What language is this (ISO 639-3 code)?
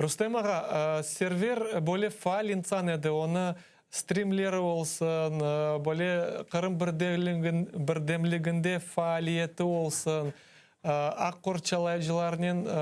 crh